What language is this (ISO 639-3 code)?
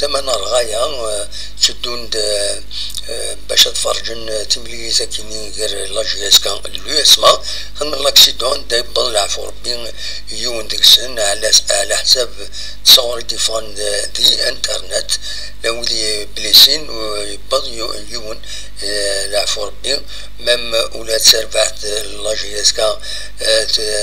kab